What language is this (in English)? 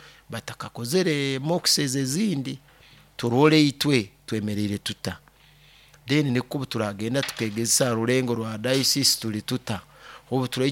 Nyoro